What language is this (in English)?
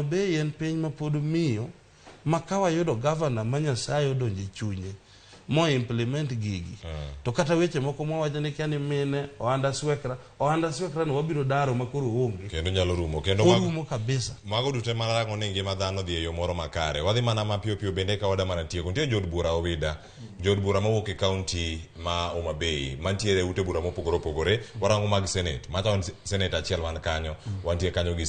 Luo (Kenya and Tanzania)